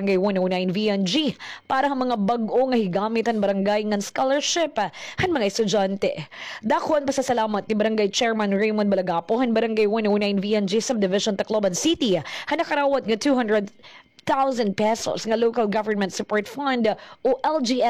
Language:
Waray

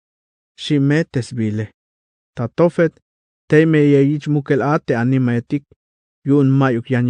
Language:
Tzeltal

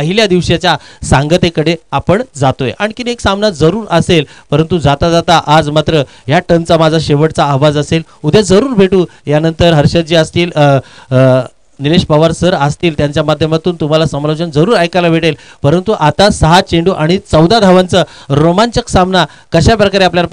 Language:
Marathi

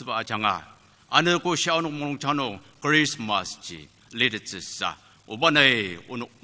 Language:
Ao Naga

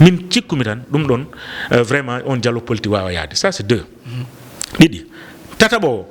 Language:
Fula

